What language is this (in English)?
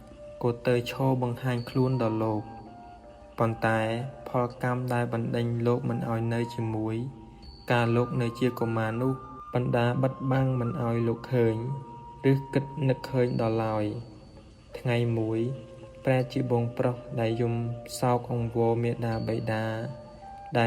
Khmer